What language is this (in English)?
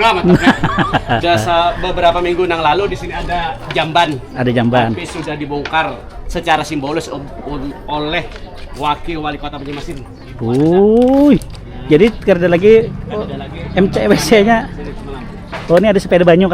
Banjar